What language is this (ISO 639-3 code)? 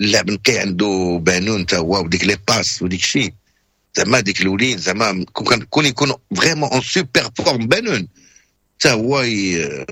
ary